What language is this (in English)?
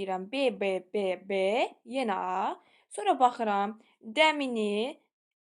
Azerbaijani